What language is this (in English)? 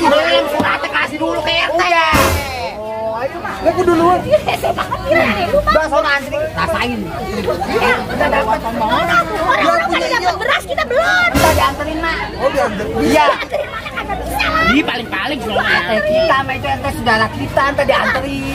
Betawi